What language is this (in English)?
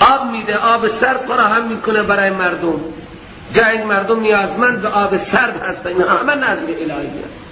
Persian